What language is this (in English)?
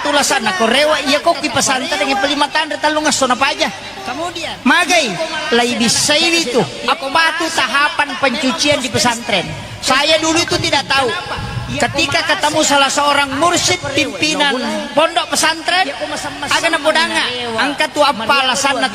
Buginese